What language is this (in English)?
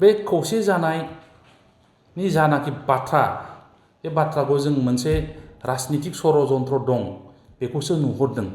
Bodo